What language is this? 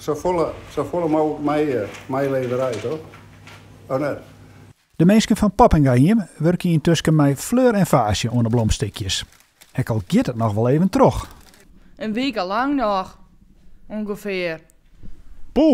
Western Frisian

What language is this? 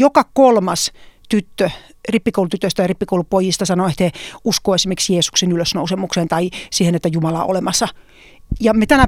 Finnish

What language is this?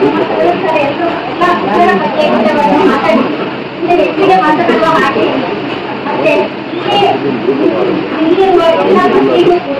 Kannada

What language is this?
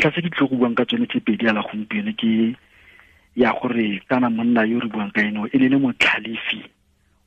Tswana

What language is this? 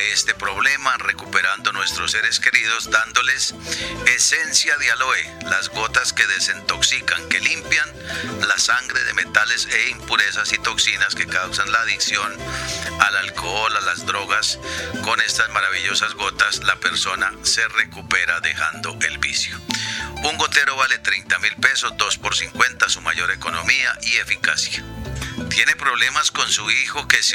Spanish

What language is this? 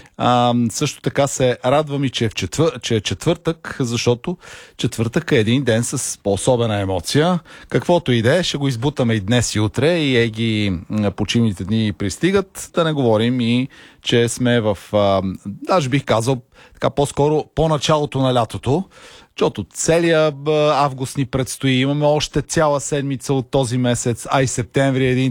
Bulgarian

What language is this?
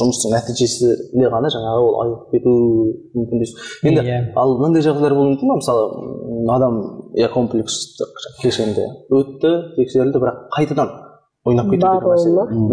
Kazakh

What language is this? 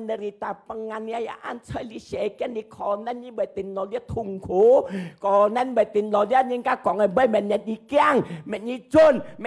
Hakka Chinese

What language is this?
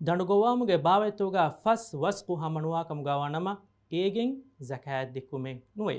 Divehi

